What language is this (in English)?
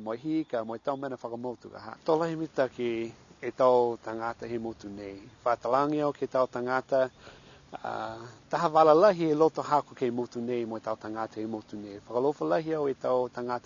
Niuean